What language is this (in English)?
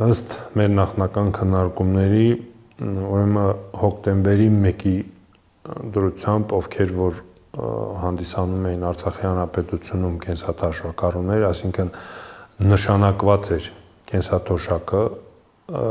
Armenian